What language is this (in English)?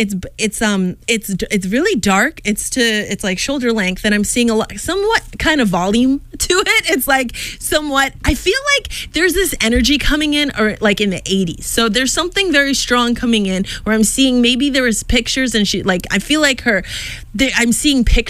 English